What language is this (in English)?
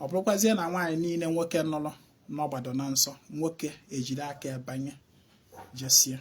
Igbo